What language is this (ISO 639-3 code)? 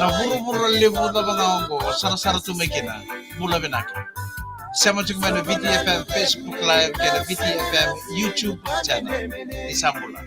fij